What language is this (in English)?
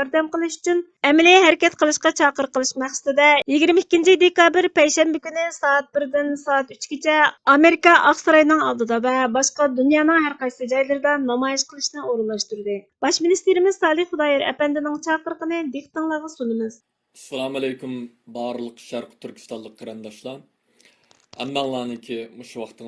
Uyghur